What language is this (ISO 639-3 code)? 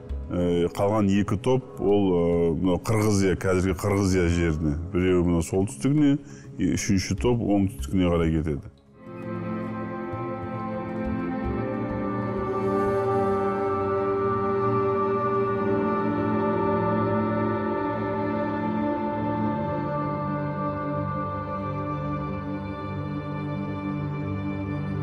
kaz